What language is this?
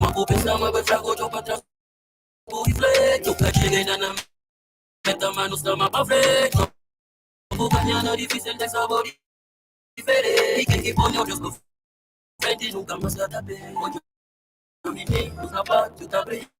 Kabuverdianu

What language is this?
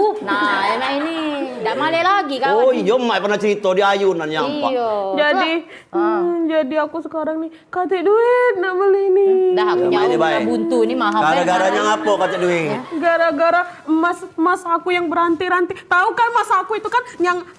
Musi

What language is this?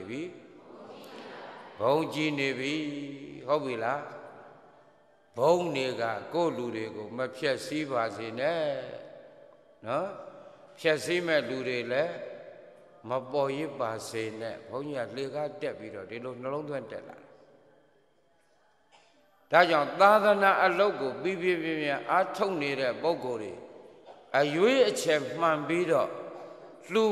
Burmese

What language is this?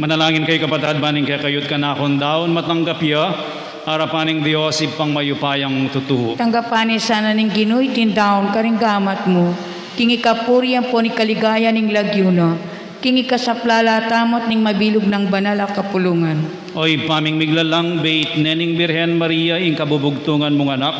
Pampanga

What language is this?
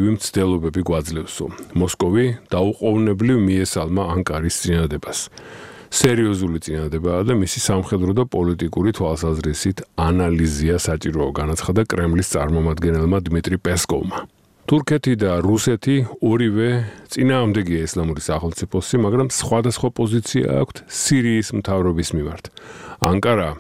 Georgian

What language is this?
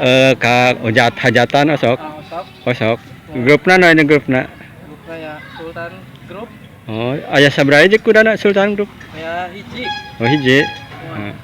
Sundanese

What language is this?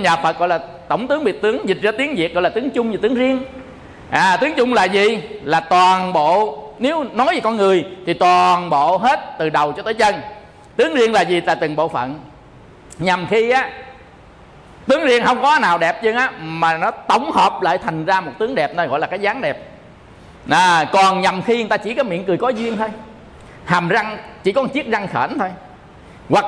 Vietnamese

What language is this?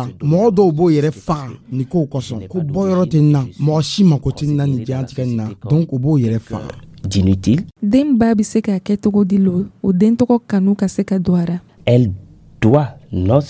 Dyula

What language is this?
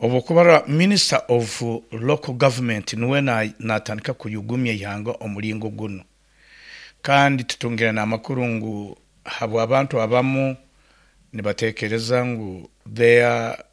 Nyoro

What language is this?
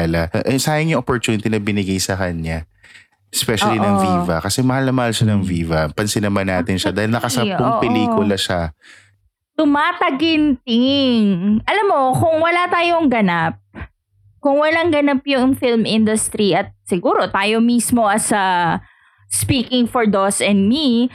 Filipino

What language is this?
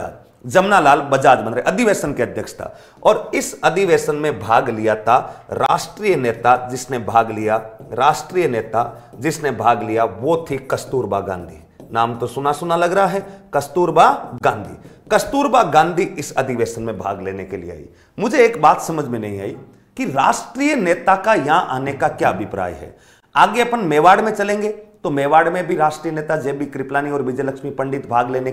Hindi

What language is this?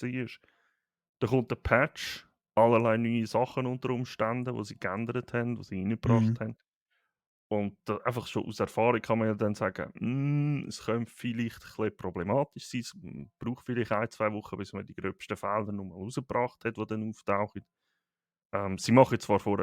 Swiss German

